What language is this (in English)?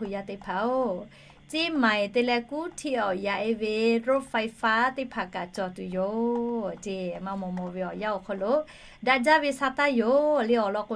Lahu